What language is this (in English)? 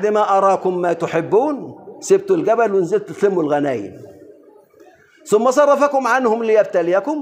Arabic